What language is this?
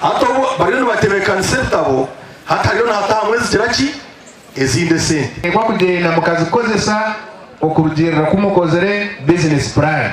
Nyankole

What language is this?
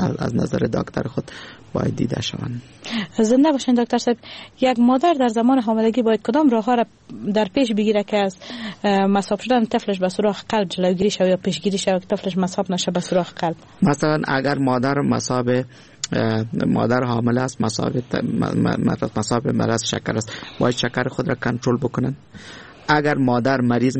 Persian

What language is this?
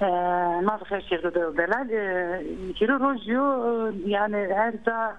Zaza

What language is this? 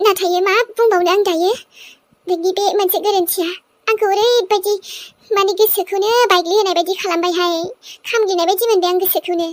Bodo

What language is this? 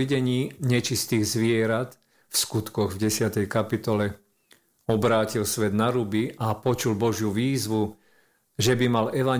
Slovak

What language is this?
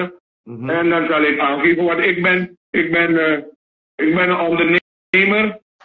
Dutch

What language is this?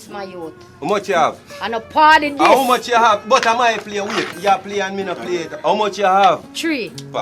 Jamaican Creole English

